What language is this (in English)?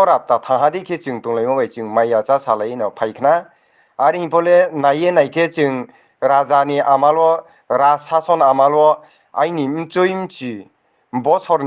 Riang (India)